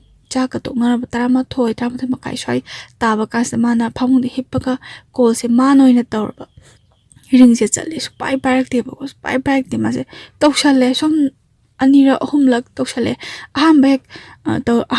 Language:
Manipuri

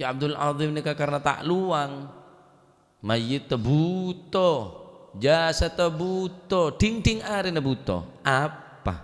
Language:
Madurese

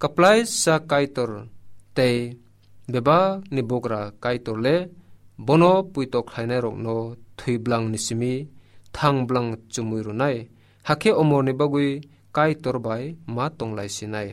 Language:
Kok Borok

